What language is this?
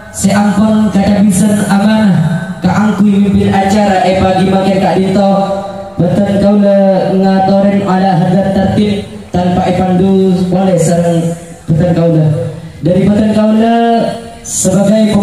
Madurese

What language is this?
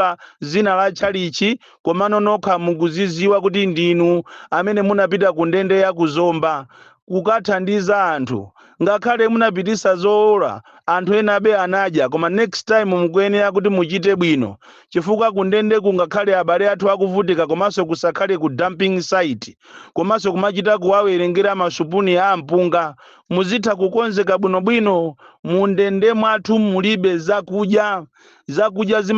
Nyanja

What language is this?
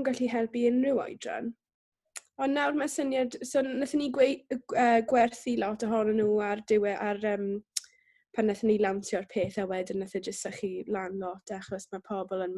Welsh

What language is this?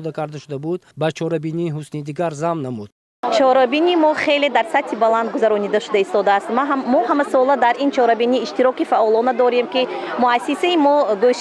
Tajik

